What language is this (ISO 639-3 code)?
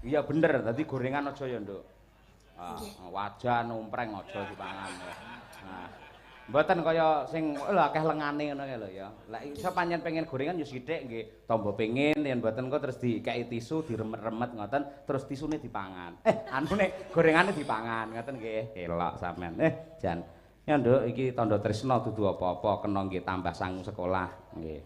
jav